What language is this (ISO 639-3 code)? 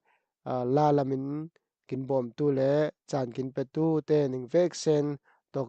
cfm